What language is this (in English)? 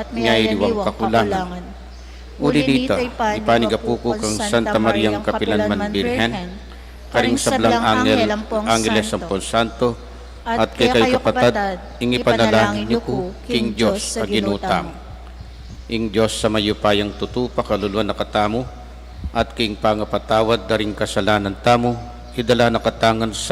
Pampanga